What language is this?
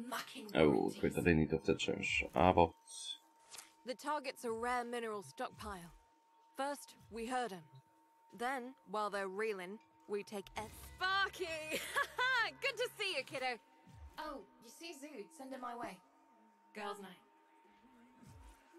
Dutch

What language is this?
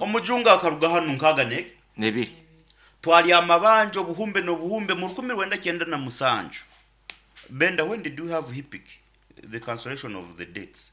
Nyoro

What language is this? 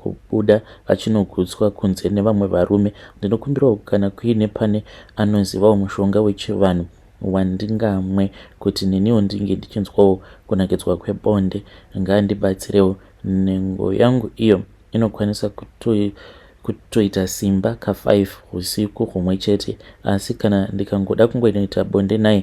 Shona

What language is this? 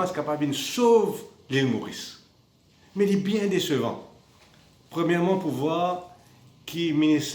Morisyen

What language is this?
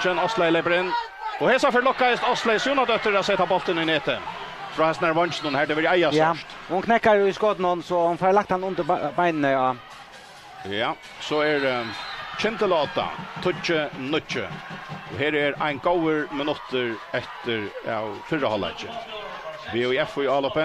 Faroese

